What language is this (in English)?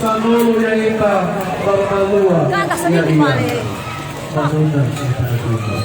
Nias